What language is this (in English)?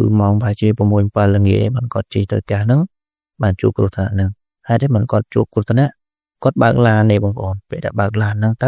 Khmer